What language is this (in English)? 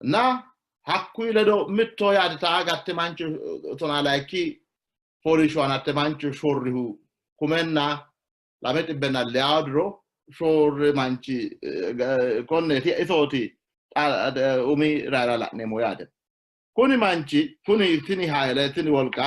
Sidamo